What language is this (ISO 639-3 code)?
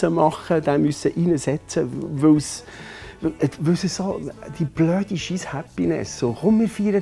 gsw